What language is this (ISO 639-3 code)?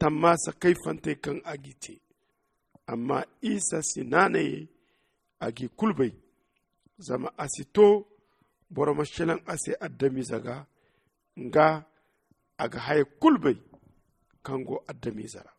dje